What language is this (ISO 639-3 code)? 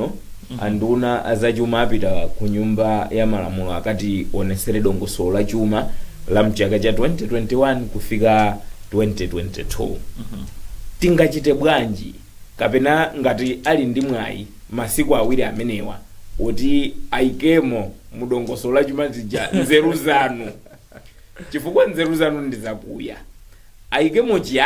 nya